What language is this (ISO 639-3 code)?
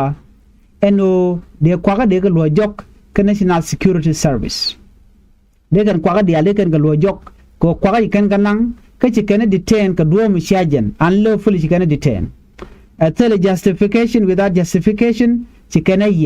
nus